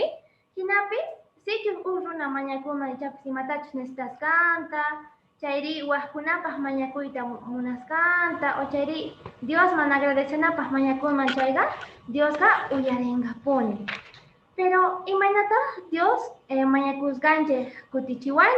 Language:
Quechua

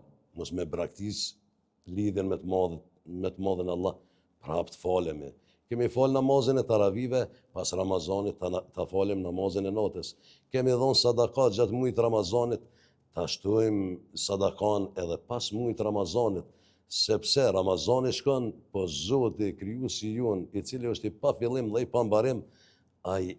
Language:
Albanian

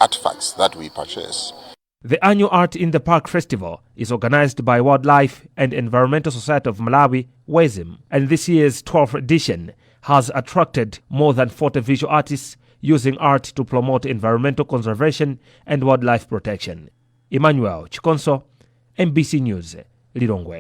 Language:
English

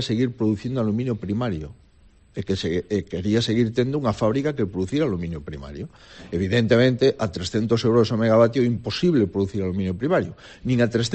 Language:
Galician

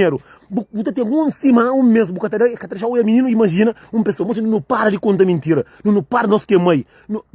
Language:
Kabuverdianu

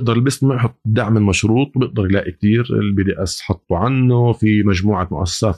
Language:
North Levantine Arabic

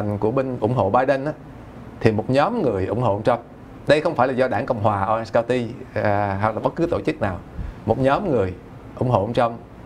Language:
Vietnamese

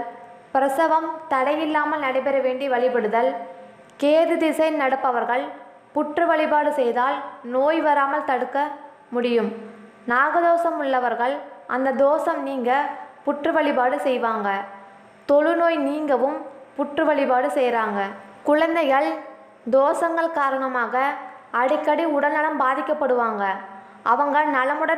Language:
Tamil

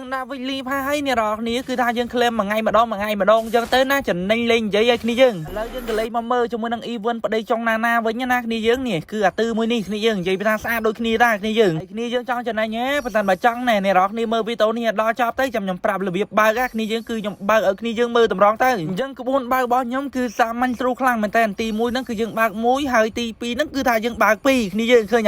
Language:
Khmer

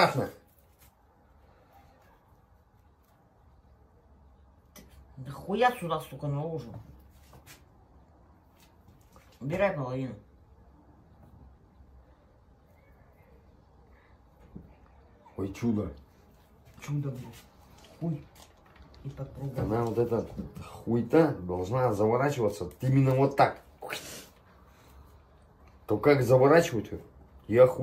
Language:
Russian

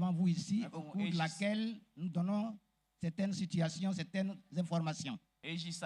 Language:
Baoulé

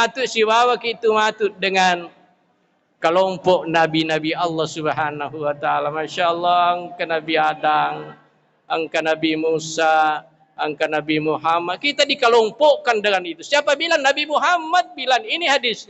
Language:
Buginese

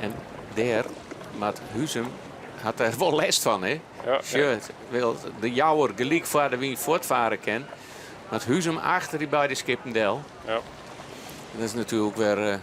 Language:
Western Frisian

